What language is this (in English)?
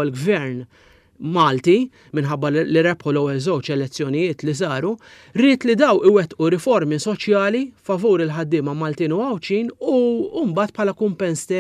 Maltese